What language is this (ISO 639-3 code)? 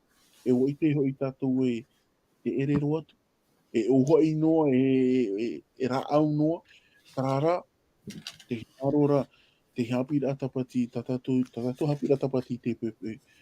tah